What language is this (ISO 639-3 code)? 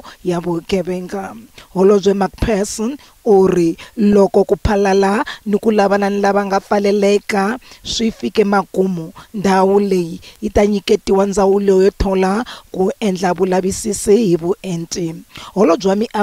tso